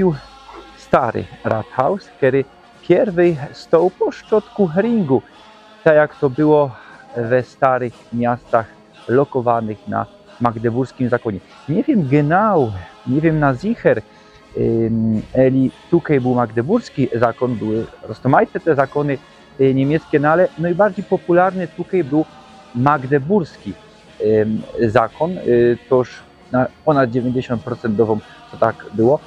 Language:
Silesian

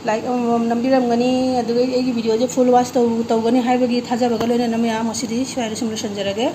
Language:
Manipuri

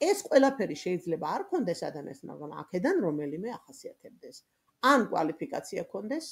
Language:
Georgian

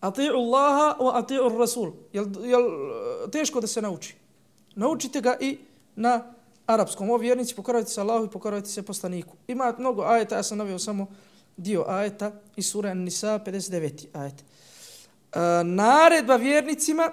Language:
Bosnian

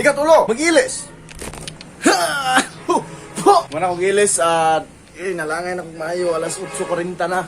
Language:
Cebuano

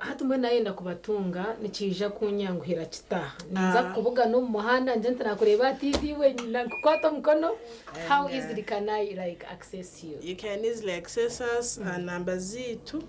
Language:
Nyankole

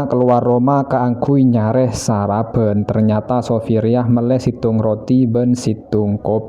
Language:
Madurese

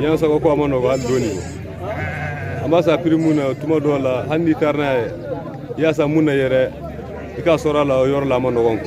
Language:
Bambara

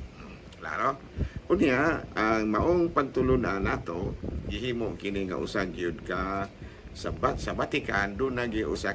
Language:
Cebuano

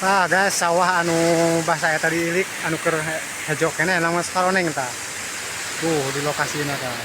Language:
Sundanese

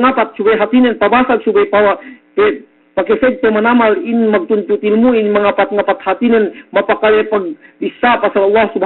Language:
Yakan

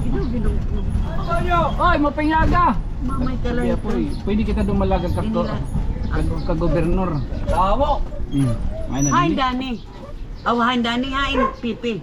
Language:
Waray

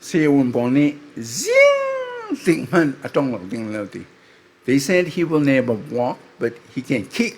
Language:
Falam Chin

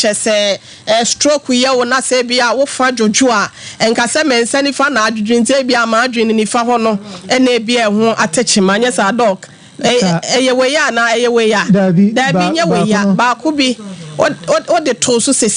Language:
Akan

